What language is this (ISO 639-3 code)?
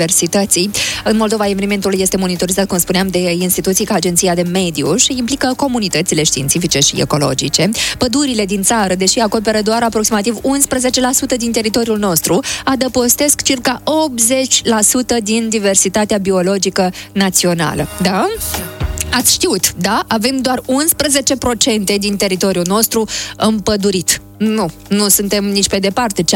ron